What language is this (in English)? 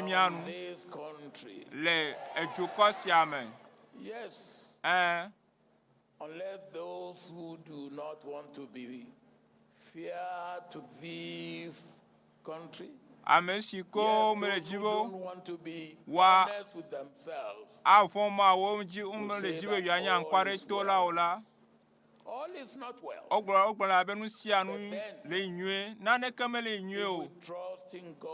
Ewe